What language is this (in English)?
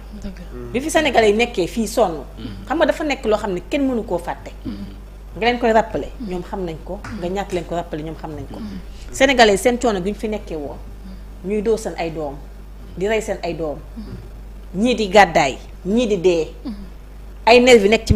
Wolof